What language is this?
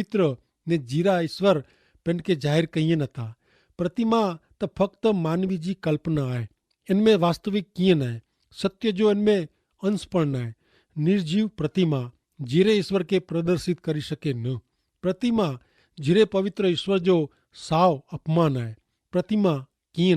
Kachhi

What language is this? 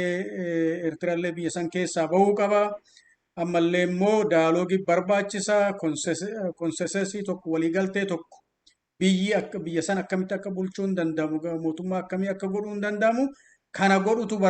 Oromo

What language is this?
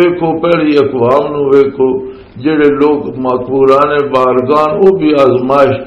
Western Panjabi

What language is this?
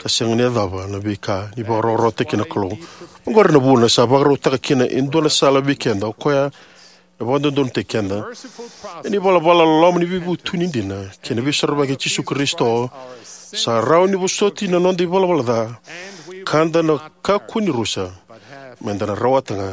Fijian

